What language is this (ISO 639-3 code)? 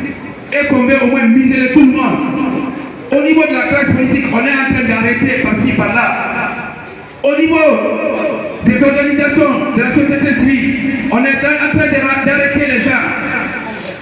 fra